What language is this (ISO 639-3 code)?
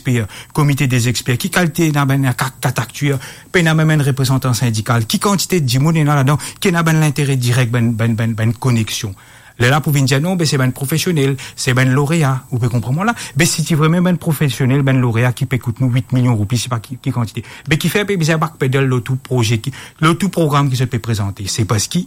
mfe